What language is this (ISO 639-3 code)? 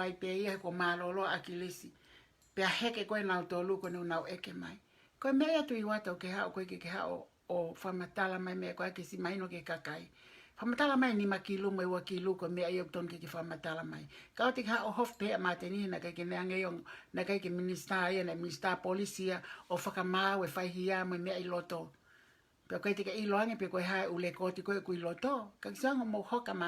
ton